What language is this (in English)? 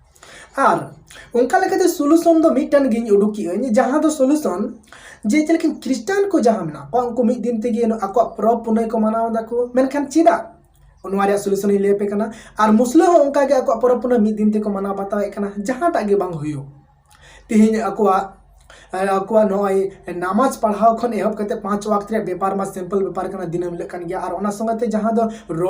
Santali